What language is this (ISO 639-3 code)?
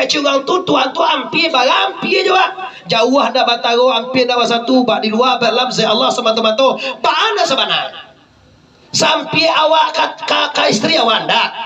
min